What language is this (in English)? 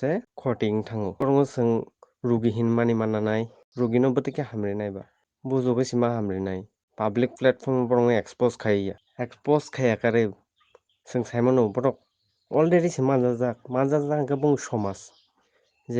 Kok Borok